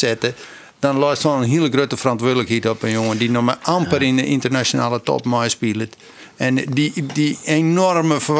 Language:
Western Frisian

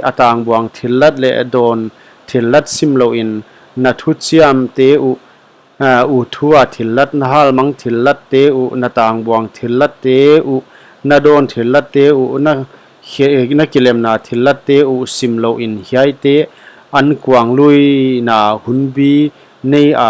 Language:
Paite Chin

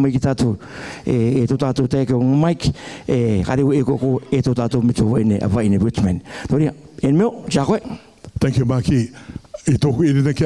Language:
Rarotongan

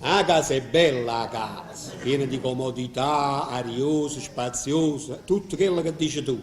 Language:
Neapolitan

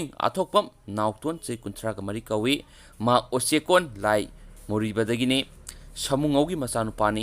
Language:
Manipuri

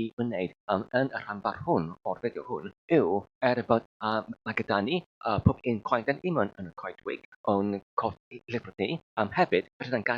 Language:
Welsh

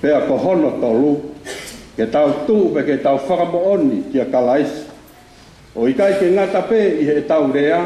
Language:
Tongan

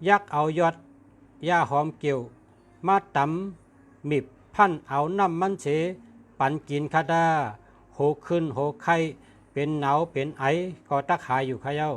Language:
Shan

